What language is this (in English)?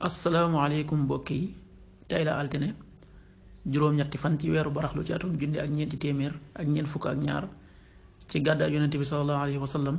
Wolof